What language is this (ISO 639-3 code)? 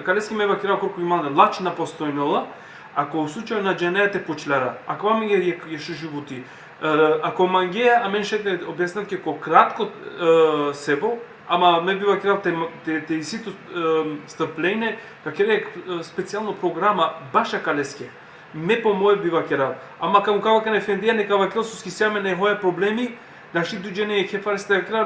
rmn